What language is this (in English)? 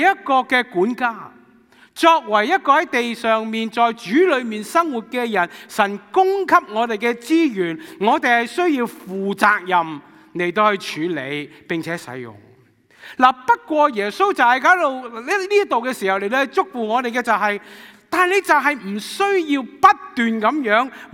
Cantonese